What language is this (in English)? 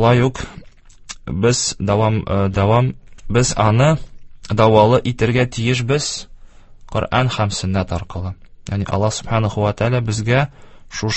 Tatar